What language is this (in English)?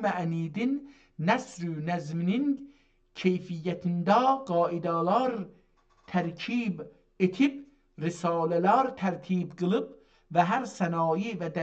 South Azerbaijani